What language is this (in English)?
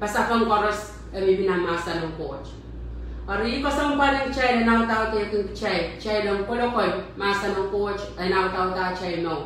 Pohnpeian